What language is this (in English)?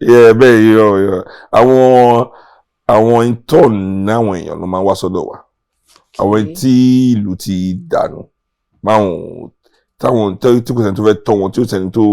Yoruba